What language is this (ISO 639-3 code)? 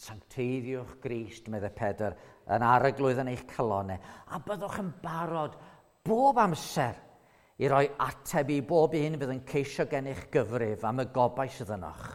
cym